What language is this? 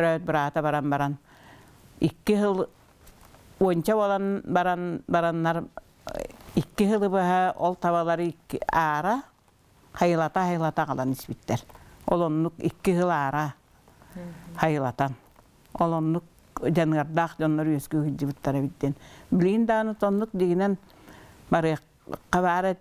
Yakut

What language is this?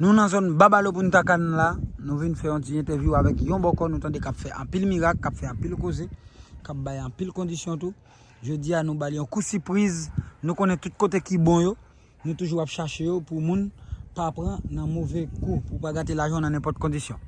Haitian Creole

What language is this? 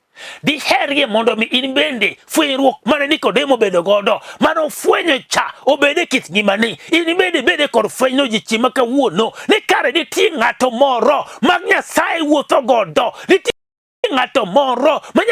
Luo (Kenya and Tanzania)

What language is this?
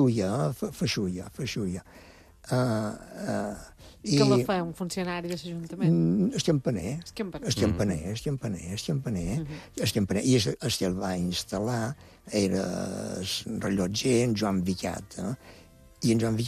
Catalan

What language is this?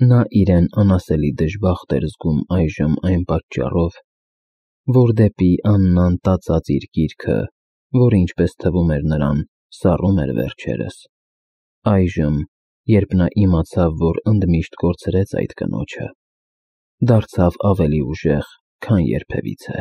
Armenian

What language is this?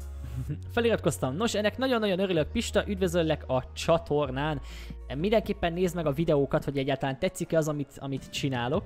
Hungarian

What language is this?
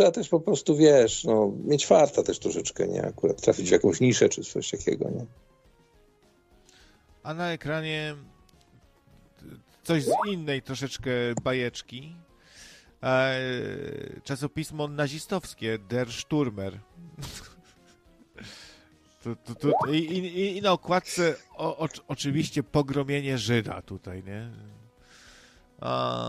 Polish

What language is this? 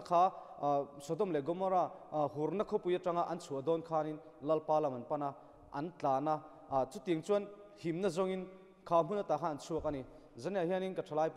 Mizo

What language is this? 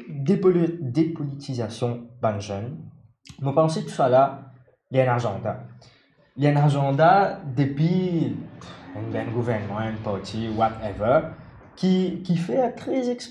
Morisyen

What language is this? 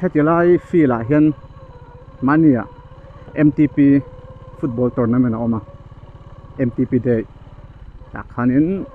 Mizo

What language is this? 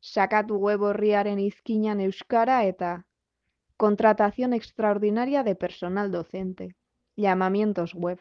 Basque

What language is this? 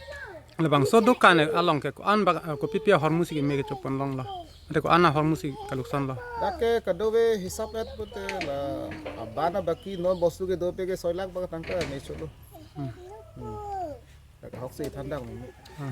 Karbi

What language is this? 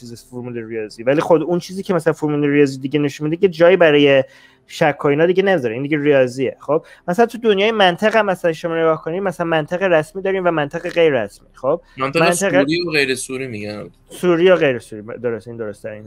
Persian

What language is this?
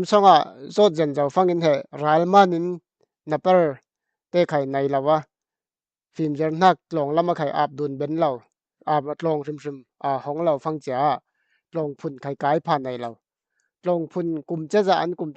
Falam Chin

